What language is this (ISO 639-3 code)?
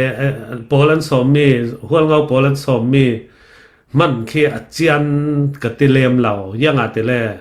cfm